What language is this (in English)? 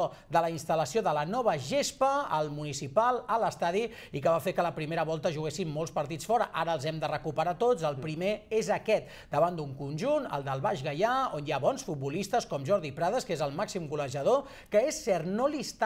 Catalan